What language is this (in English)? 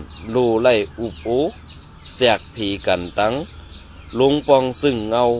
Shan